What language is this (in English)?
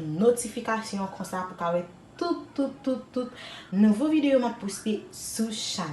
Haitian Creole